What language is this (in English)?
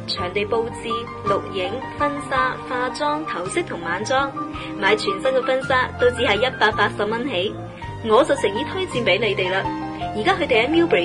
Cantonese